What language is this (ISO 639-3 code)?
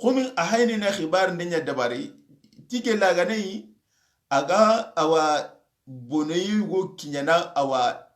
snk